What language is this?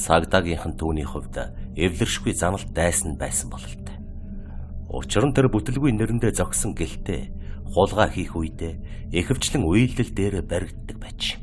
Mongolian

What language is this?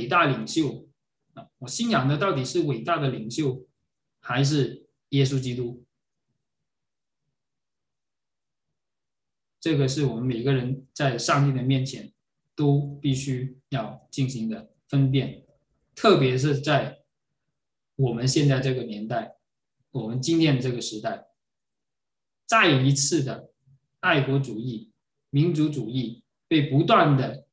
Chinese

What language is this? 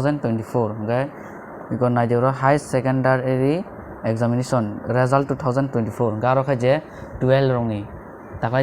Kok Borok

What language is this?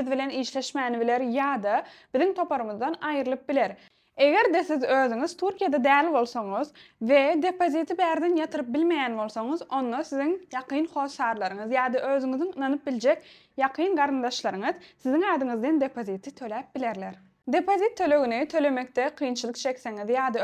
Turkmen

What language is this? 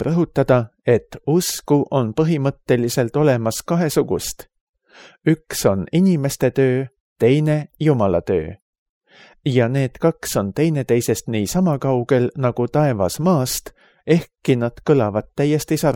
Estonian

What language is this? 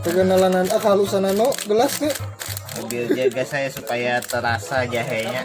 Banjar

